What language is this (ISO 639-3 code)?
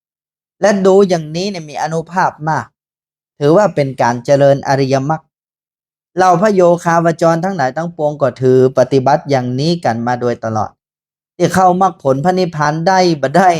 nod